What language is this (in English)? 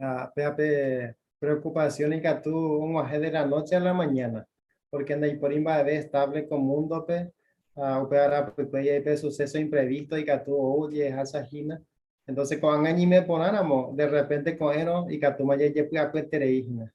Guarani